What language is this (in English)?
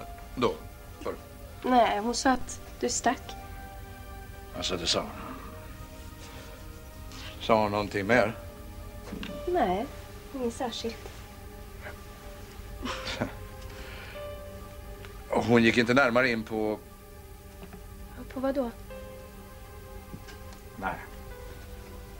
Swedish